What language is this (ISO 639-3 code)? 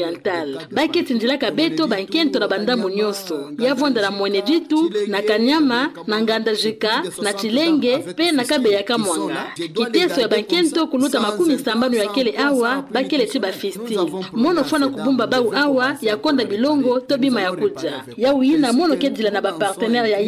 ktu